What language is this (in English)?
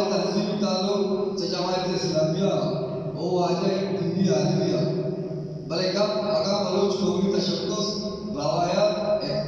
Baluchi